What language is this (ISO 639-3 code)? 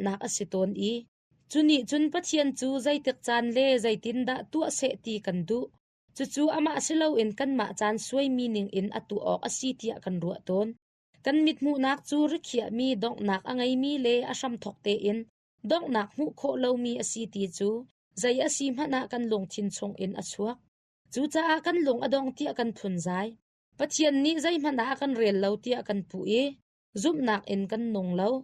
cnh